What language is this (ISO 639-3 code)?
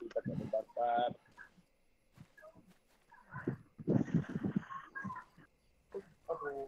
msa